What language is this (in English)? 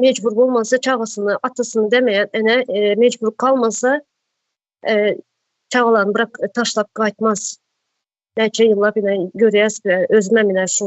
Turkmen